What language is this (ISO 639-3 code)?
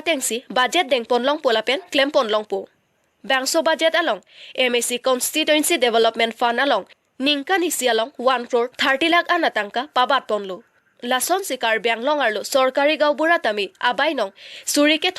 mjw